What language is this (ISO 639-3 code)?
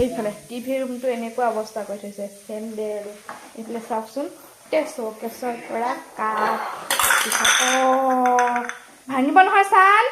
asm